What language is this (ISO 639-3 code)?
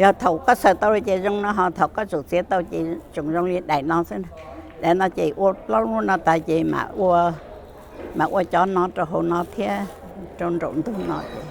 hmn